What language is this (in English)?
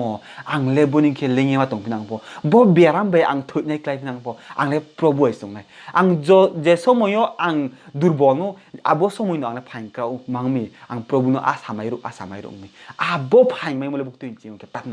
Riang (India)